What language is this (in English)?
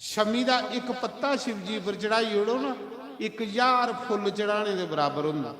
Dogri